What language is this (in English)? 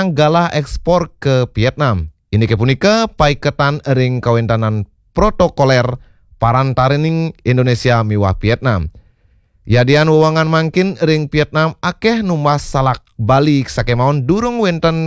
Balinese